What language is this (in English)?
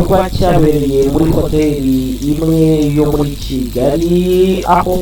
Kinyarwanda